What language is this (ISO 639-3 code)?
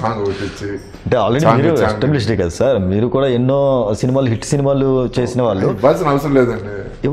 tel